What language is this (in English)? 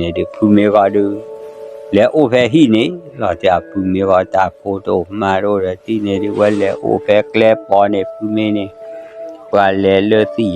S'gaw Karen